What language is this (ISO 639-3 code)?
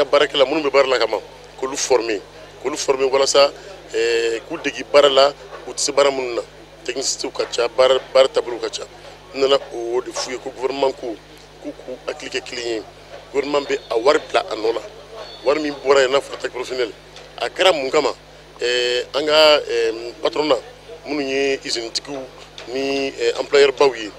bam